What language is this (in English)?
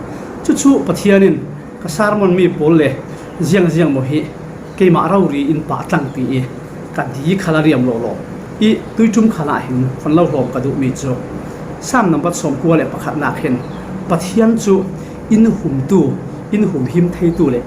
Falam Chin